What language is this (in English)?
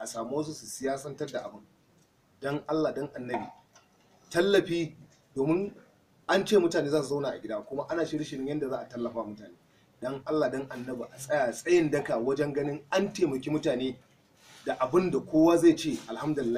Hausa